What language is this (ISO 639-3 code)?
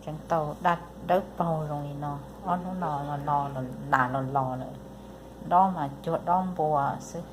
hmn